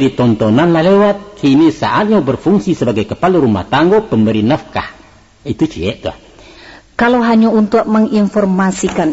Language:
Minangkabau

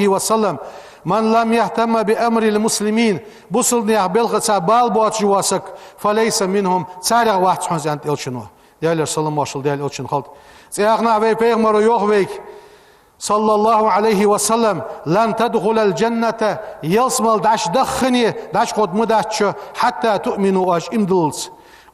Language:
Ingush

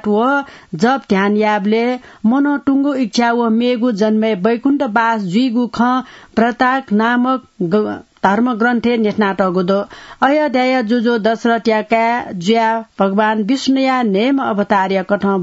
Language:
Newari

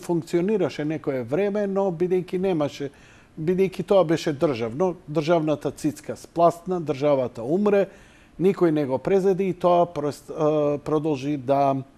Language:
Macedonian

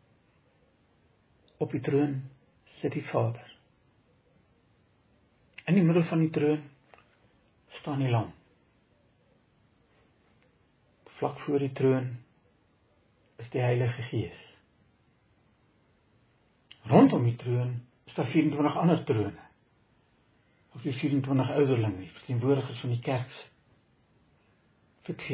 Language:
Afrikaans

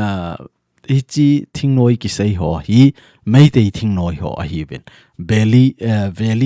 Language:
Thado Chin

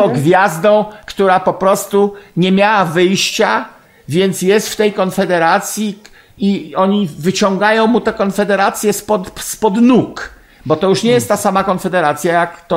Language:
Polish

